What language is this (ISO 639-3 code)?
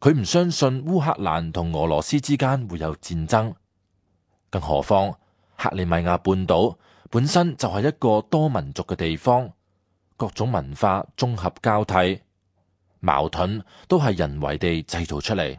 yue